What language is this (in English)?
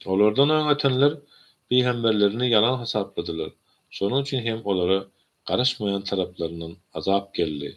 Turkmen